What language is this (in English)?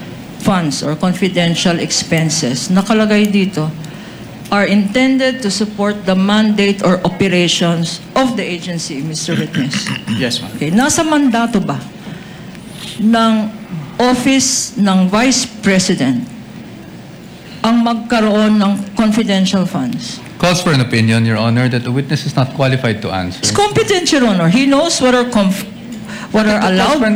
Filipino